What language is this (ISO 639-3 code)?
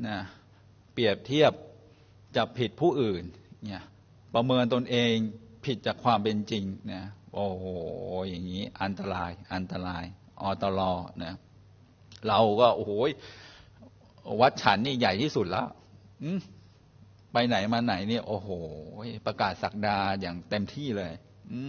tha